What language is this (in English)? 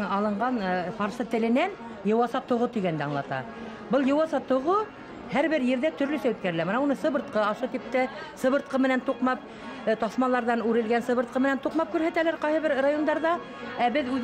Bashkir